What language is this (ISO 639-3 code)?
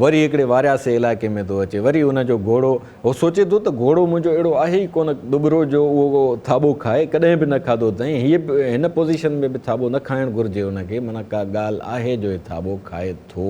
snd